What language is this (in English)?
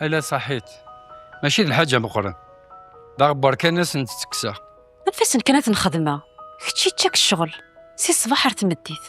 Kabyle